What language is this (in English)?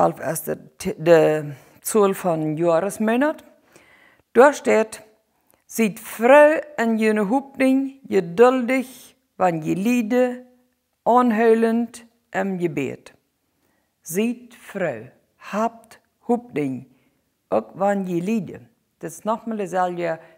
Plautdietsch